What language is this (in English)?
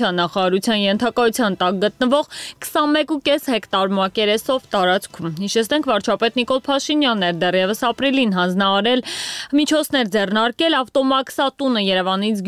Armenian